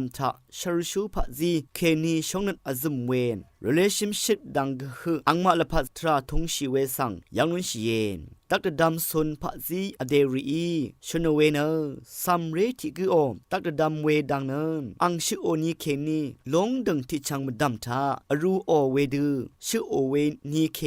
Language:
Rawang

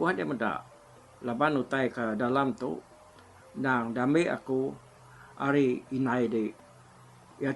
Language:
Iban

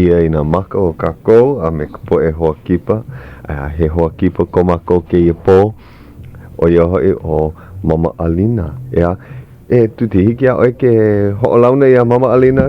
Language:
Hawaiian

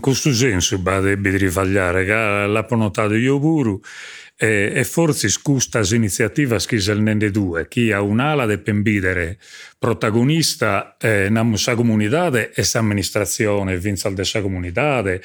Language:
Sardinian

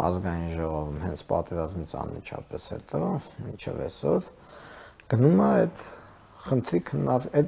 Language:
Armenian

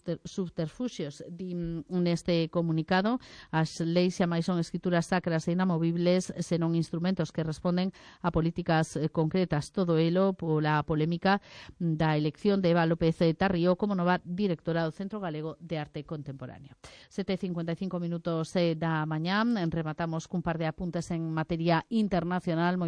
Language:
Galician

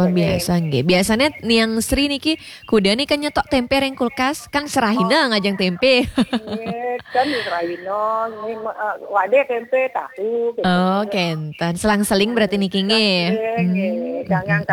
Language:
Balinese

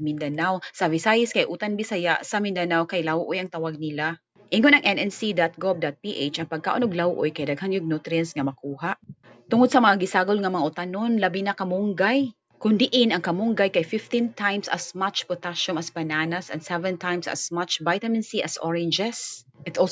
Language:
Cebuano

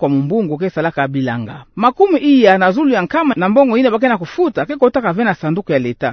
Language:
Kituba (Democratic Republic of Congo)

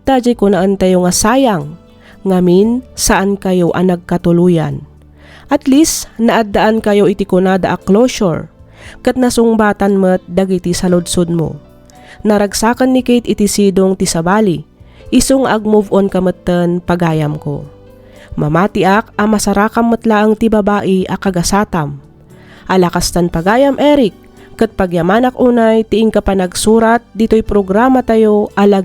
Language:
Iloko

